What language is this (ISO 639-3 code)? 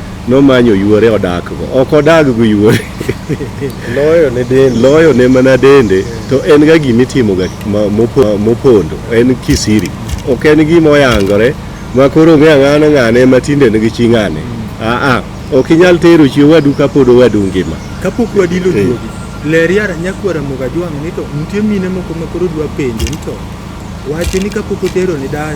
luo